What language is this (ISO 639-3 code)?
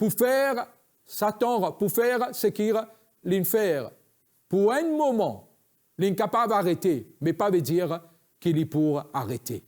mfe